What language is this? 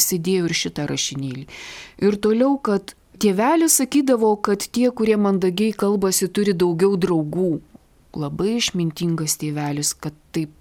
Lithuanian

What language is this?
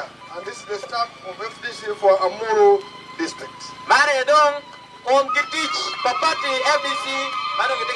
Acoli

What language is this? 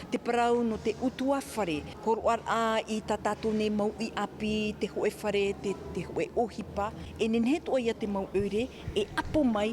Tahitian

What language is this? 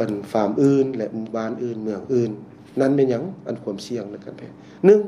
Lao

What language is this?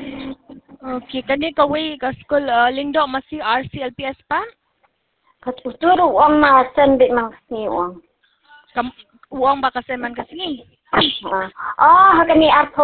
Khasi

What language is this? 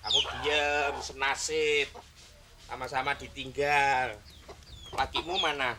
Betawi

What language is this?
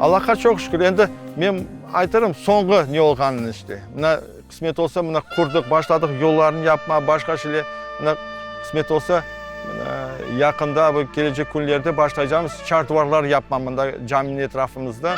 Crimean Tatar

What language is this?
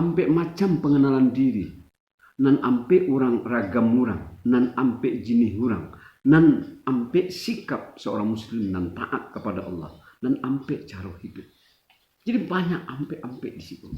Minangkabau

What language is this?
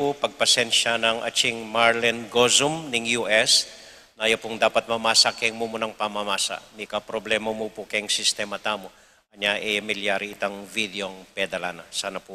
Pampanga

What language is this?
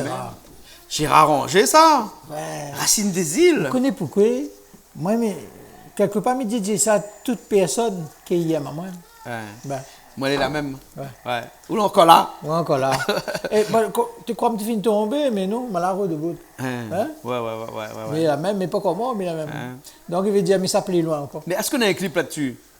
Réunion Creole French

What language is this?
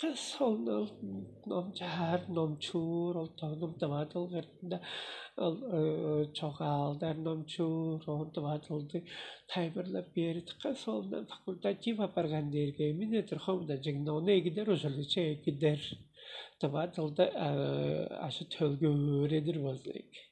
Tuvinian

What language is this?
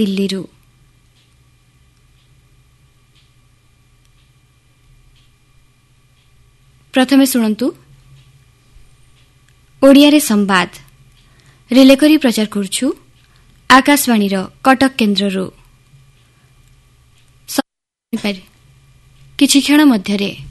Odia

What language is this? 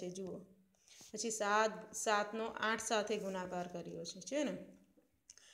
Gujarati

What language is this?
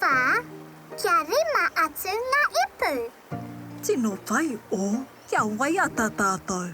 Māori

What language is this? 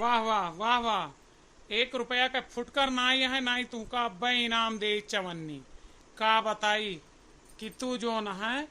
Awadhi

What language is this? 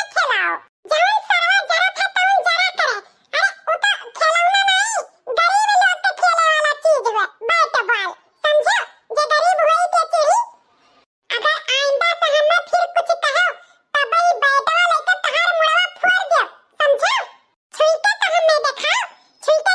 Awadhi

